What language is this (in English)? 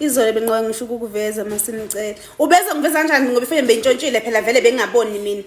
Zulu